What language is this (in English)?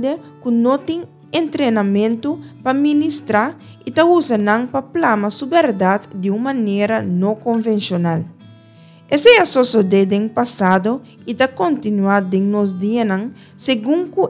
Papiamento